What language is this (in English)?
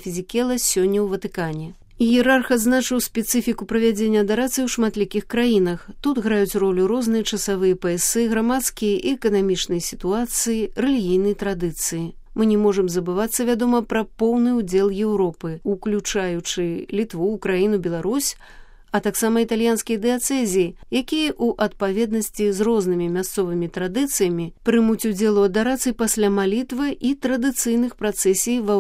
Belarusian